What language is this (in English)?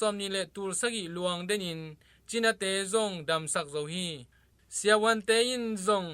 Tedim Chin